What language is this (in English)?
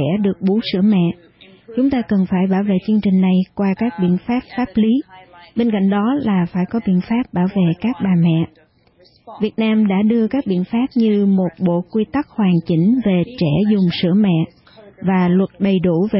Vietnamese